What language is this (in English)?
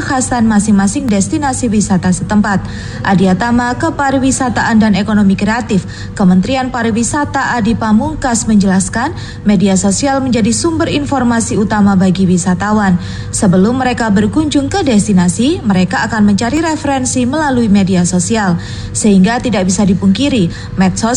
Indonesian